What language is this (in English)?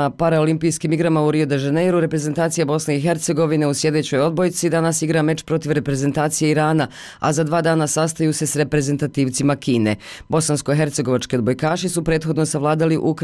Bosnian